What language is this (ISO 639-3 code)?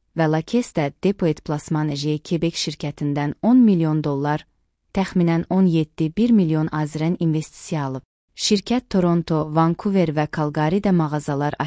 aze